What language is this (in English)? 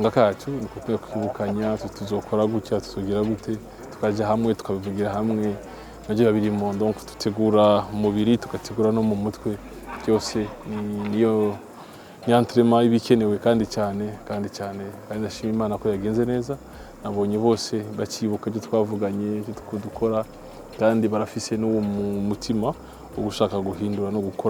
Rundi